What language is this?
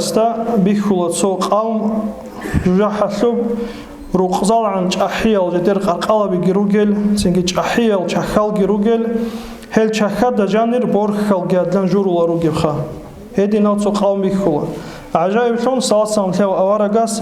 Avaric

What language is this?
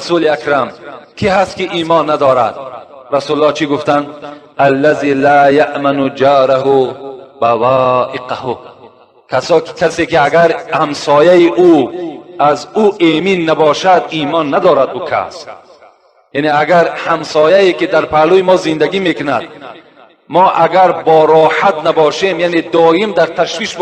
Tajik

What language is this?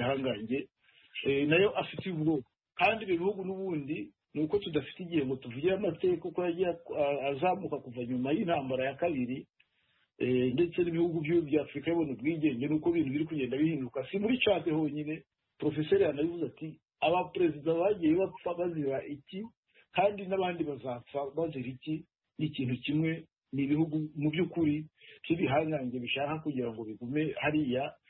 Kinyarwanda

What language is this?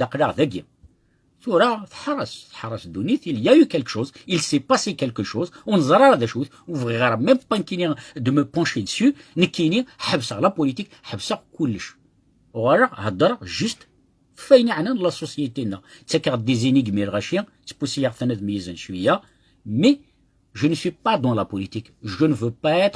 Kabyle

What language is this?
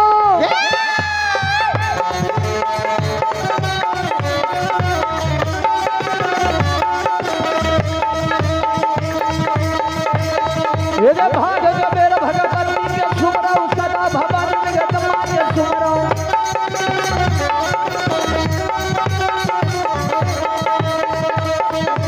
Bhojpuri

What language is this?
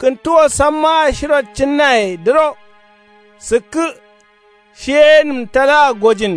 Kanuri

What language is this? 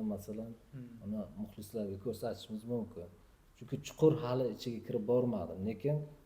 Uzbek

